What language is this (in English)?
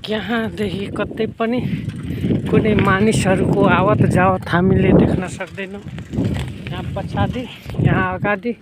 Nepali